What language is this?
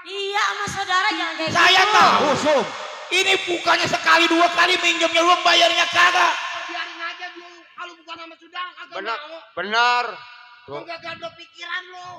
Betawi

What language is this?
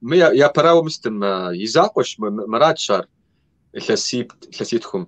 Kabardian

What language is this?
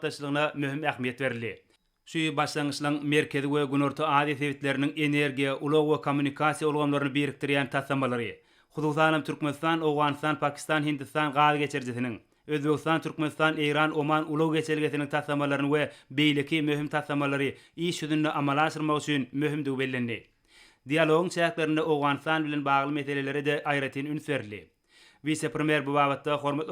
Turkmen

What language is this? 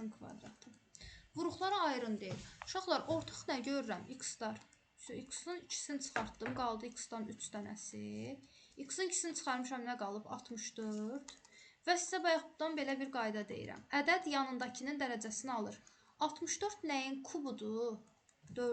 Azerbaijani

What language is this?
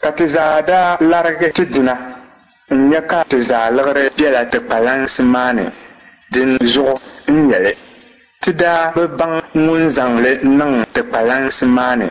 Dagbani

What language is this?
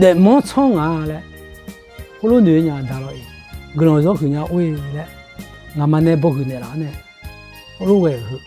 Akha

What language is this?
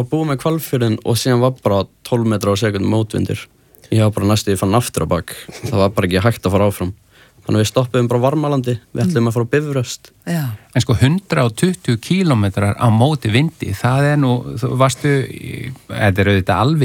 Icelandic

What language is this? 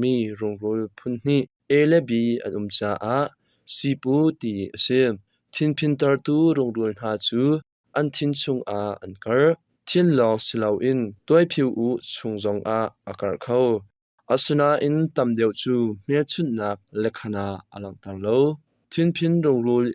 Hakha Chin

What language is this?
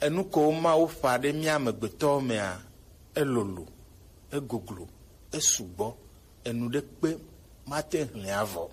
Gen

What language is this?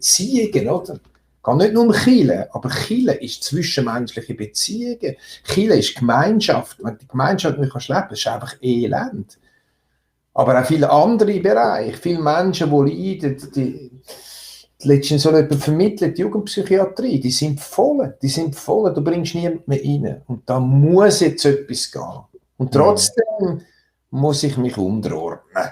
Swiss German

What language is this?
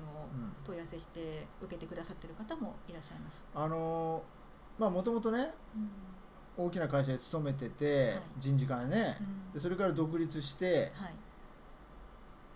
Japanese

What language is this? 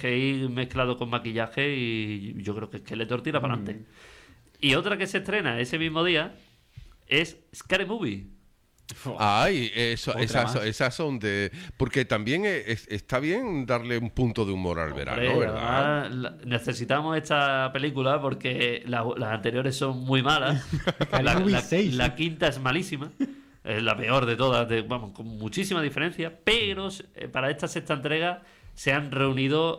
Spanish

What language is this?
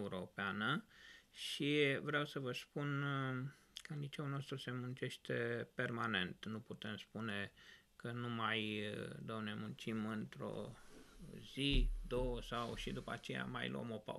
Romanian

